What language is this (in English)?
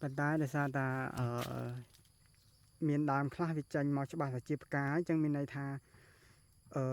Khmer